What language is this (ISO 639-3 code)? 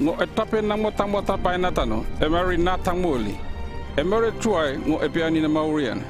llp